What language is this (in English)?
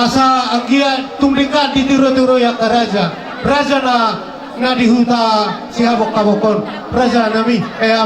Batak Toba